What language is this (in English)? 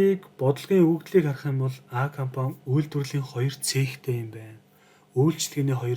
Mongolian